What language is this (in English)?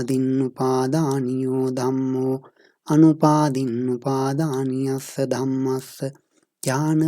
Pali